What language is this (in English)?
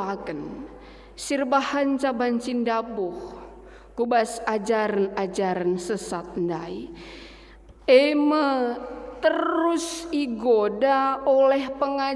Batak Karo